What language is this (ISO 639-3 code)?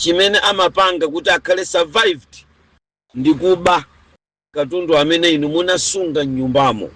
nya